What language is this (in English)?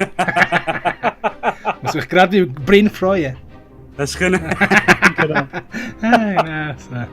Swiss German